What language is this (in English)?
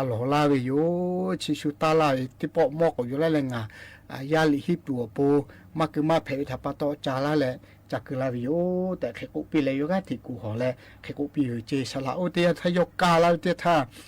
Lahu